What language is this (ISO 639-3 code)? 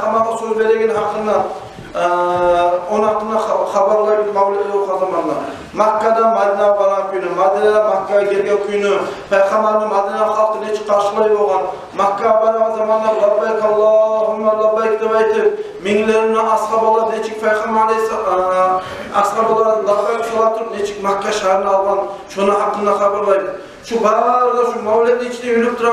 kum